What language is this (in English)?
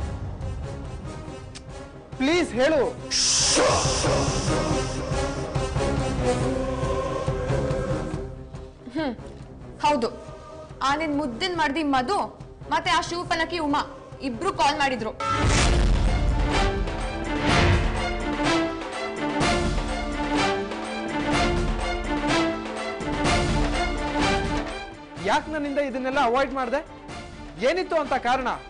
Kannada